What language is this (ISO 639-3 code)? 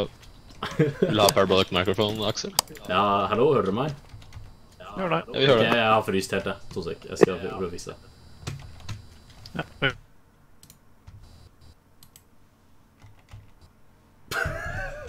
nor